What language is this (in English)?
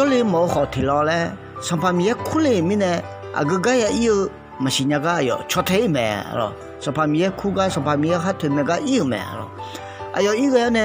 Akha